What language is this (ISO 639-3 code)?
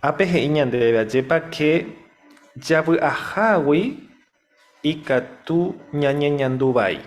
grn